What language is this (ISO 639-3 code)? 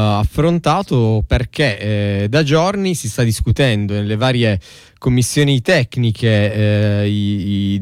ita